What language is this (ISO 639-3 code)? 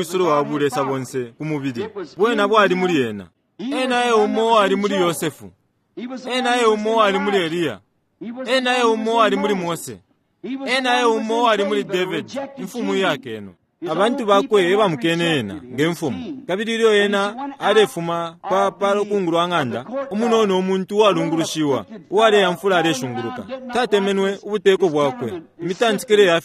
bem